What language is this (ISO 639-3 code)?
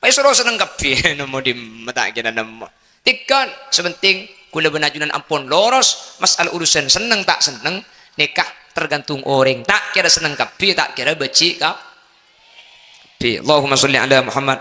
mad